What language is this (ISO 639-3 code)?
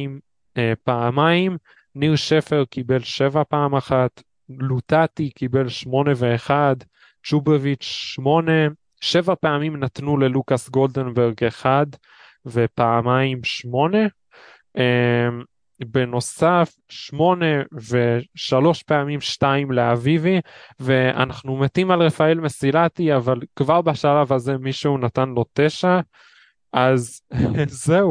heb